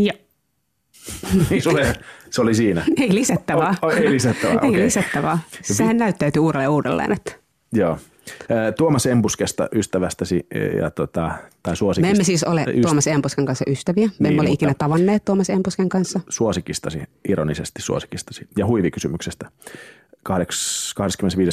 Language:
Finnish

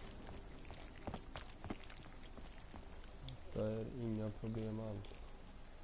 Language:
Swedish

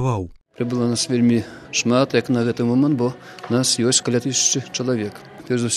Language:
Belarusian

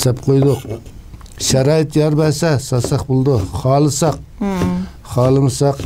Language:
Uyghur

